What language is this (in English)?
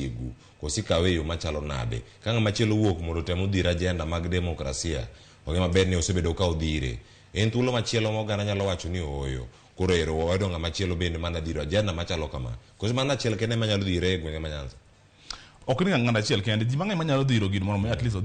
Luo (Kenya and Tanzania)